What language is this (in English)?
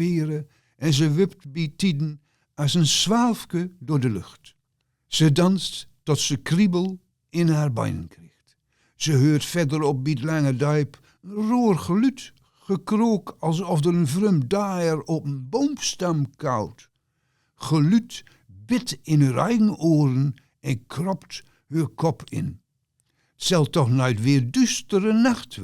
Gronings